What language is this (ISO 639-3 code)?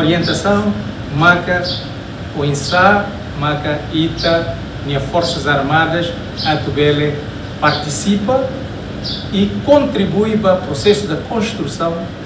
tet